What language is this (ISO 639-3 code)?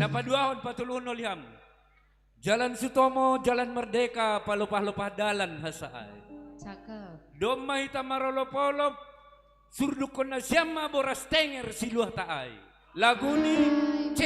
bts